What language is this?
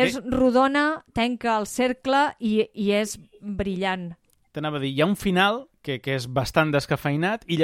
Catalan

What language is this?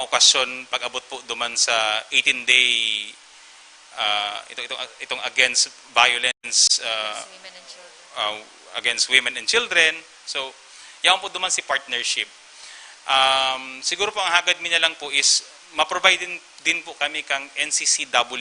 Bikol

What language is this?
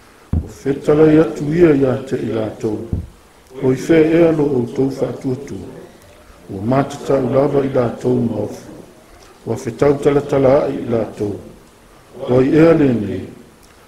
Samoan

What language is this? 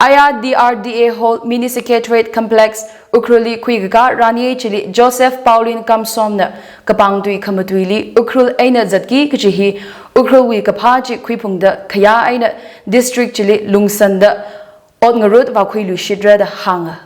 Tangkhul Naga (India)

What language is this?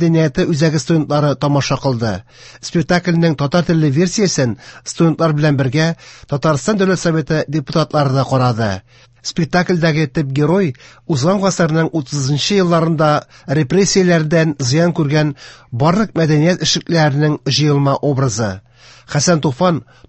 Tatar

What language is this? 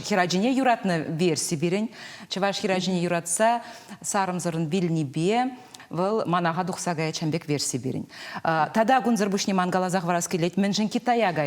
Chuvash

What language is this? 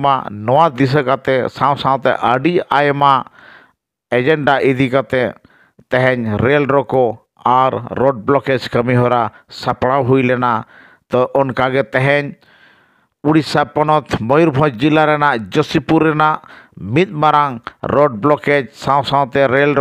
Santali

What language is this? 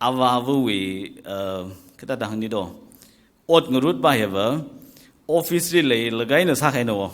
Tangkhul Naga (India)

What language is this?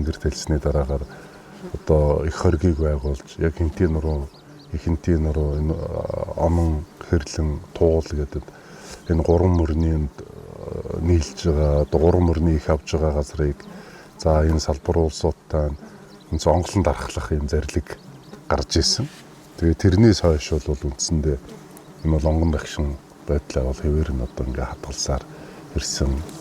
Mongolian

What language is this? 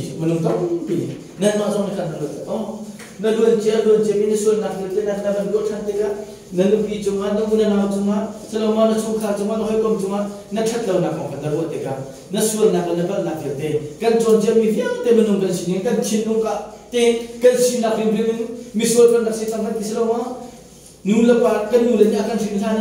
Hakha Chin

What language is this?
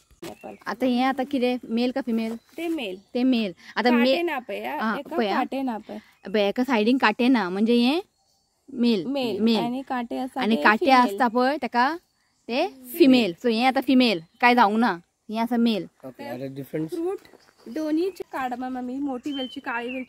Konkani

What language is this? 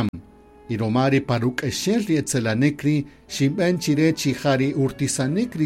Kaqchikel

